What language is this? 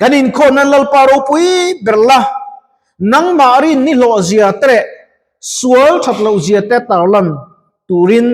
Mizo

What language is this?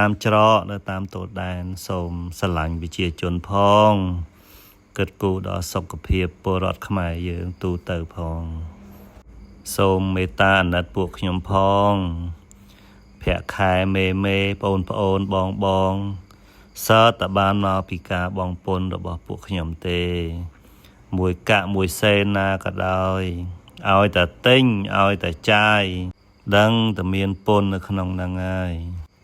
Khmer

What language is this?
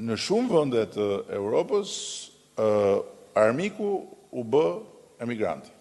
Albanian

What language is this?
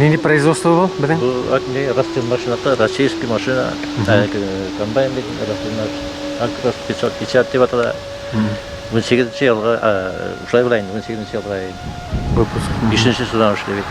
Bashkir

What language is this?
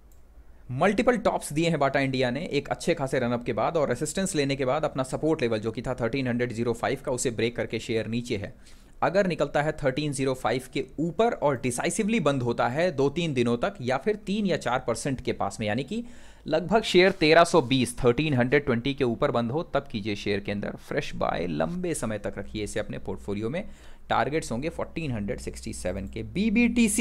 Hindi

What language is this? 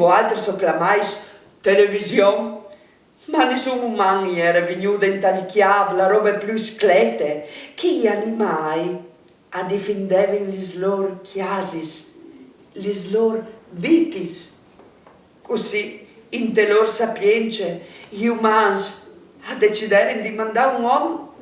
Friulian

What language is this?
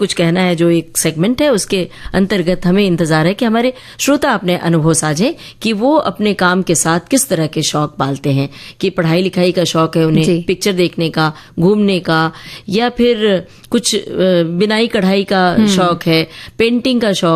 Hindi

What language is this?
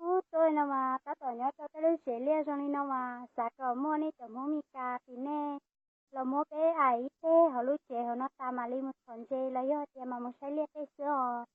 Hmong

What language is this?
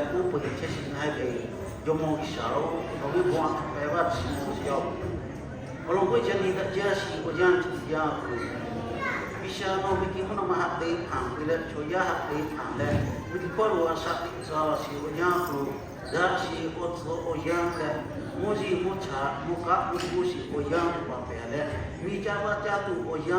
Lahu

